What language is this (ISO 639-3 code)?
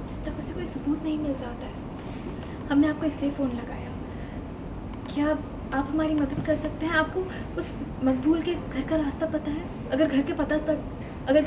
hin